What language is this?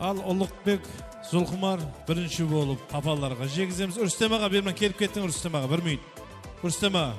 Kara-Kalpak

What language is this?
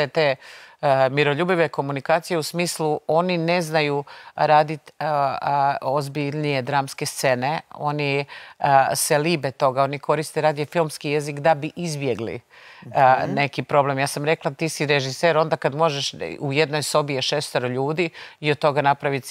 Croatian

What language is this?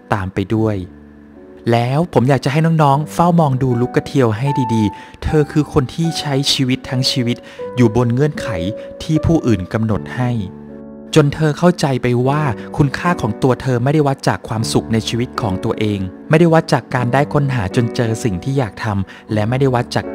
Thai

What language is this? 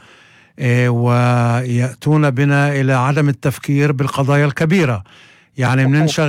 North Levantine Arabic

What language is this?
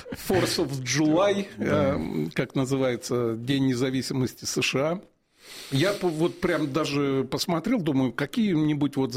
Russian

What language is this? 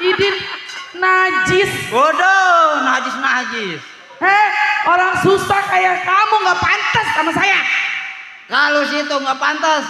Betawi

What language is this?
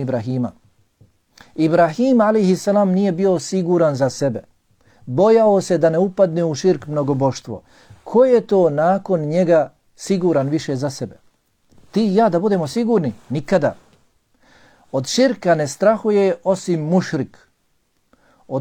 Bosnian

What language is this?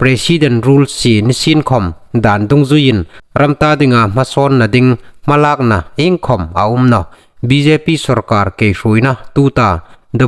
Hmar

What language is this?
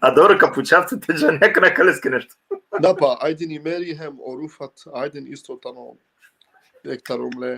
Balkan Romani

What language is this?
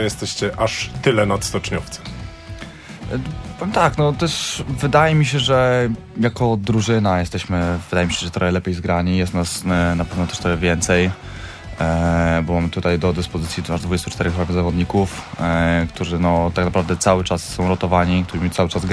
Polish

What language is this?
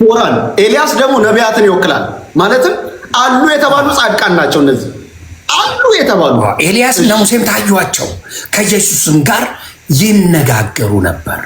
Amharic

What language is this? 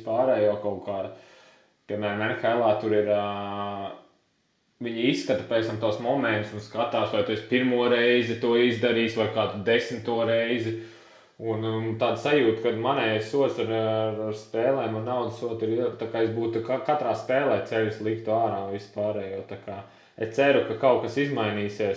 Latvian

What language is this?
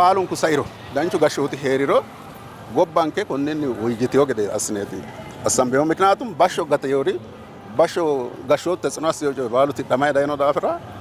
Sidamo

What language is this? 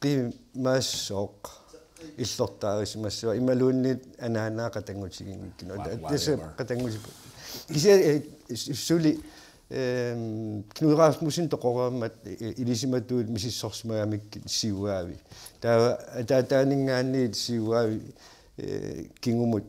Kalaallisut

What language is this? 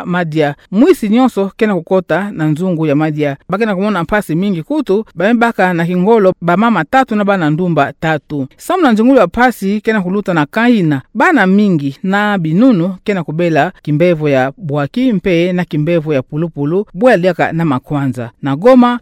Kituba (Democratic Republic of Congo)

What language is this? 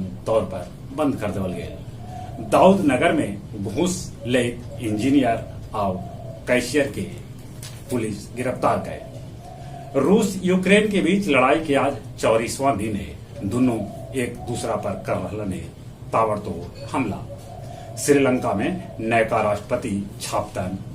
Magahi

